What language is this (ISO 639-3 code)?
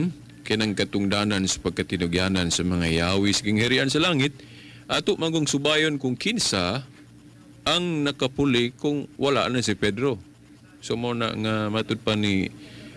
ceb